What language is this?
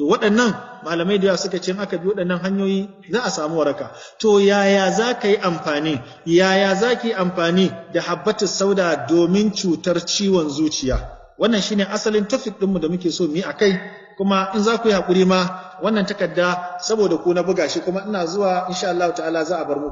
Hausa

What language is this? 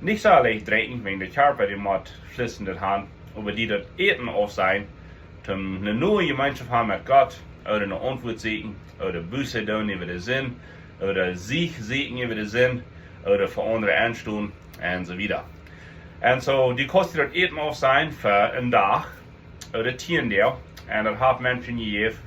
Plautdietsch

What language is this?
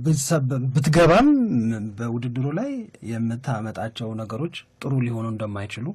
Amharic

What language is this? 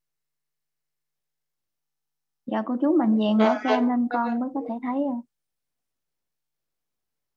Vietnamese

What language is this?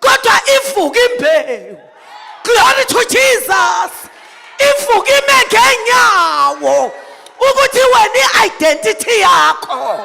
Zulu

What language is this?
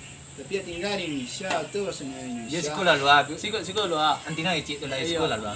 Minangkabau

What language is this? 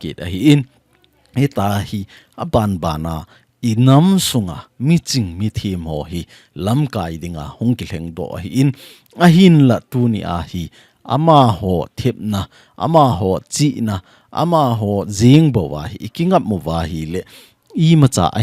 Thado Chin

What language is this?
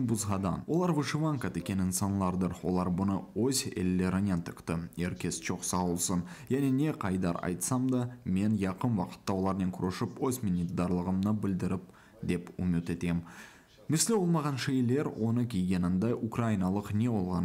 Crimean Tatar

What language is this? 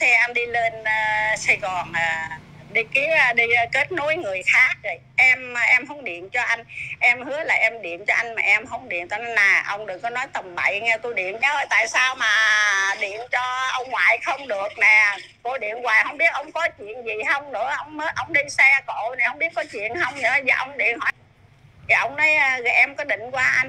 Vietnamese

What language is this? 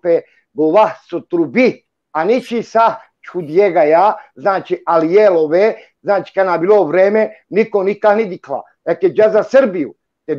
Balkan Romani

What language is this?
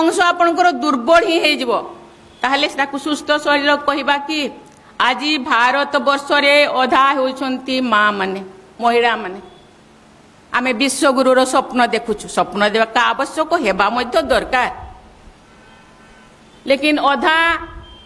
Odia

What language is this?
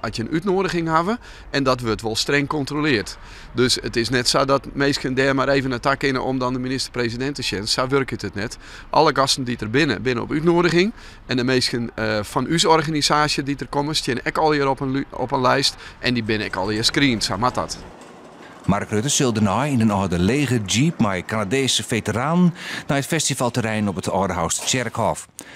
Western Frisian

